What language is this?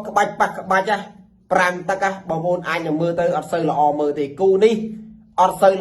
Khmer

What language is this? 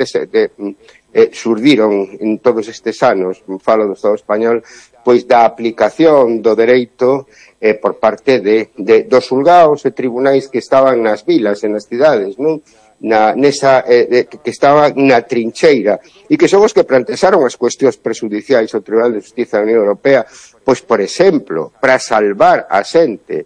Galician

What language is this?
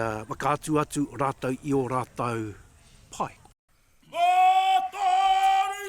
Māori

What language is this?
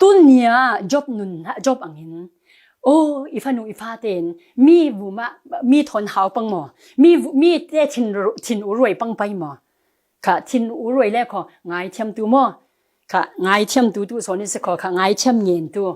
Falam Chin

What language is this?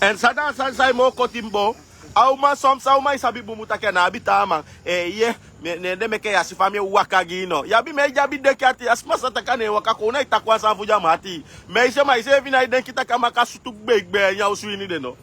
Sranan Tongo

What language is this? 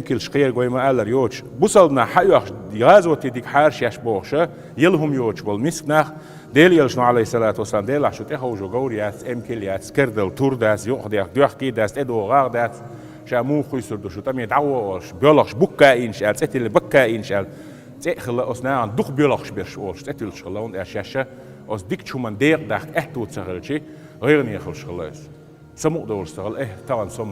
Chechen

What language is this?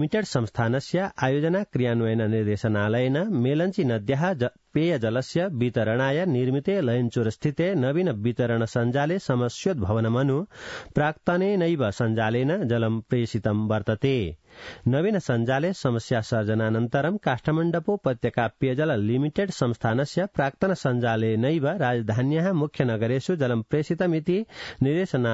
Sanskrit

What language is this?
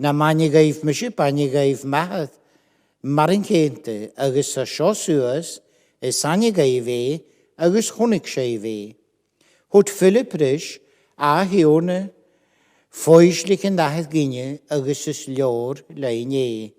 Scottish Gaelic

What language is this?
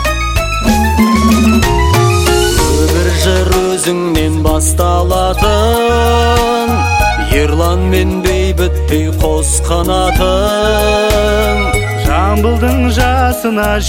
Kazakh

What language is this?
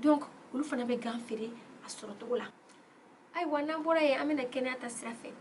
Bambara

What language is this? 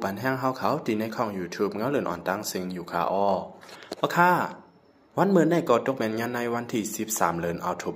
Shan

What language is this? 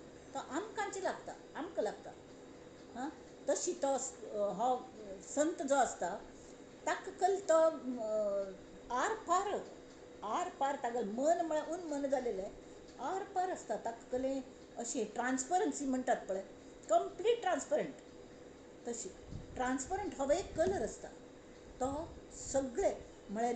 Konkani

